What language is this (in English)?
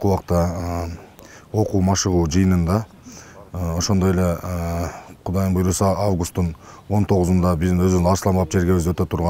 Kyrgyz